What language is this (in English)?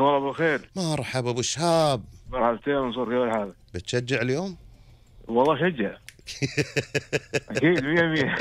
Gulf Arabic